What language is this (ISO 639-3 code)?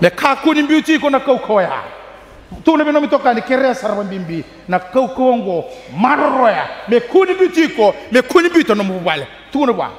fij